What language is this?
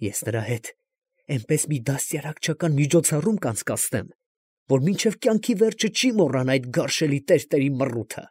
Armenian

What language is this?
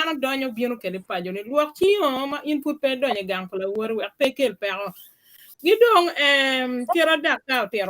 Acoli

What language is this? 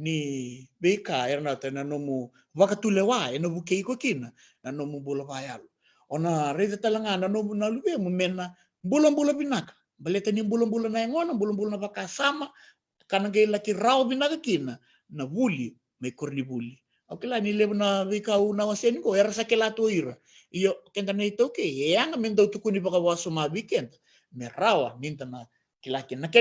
Fijian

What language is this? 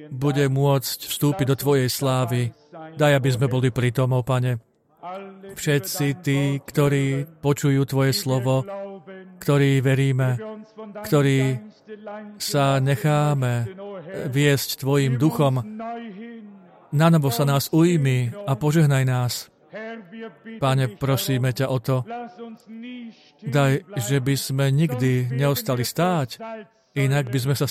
Slovak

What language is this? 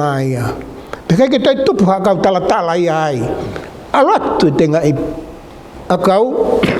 Tongan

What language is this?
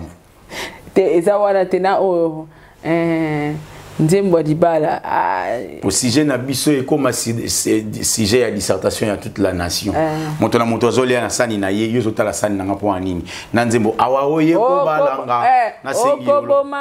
Lingala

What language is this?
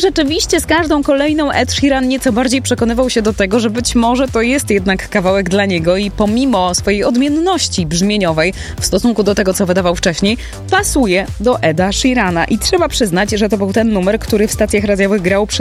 Polish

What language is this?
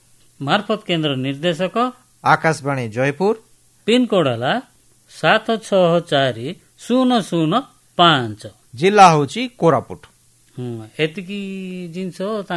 Odia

